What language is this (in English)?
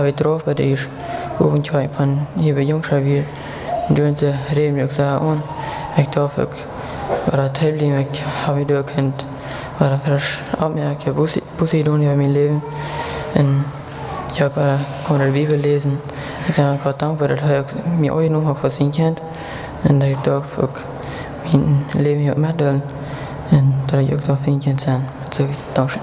Plautdietsch